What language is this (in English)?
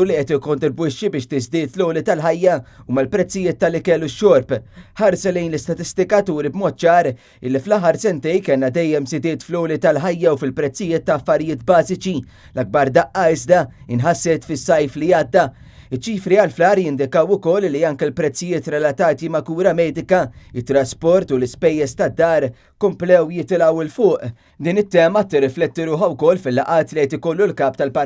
Maltese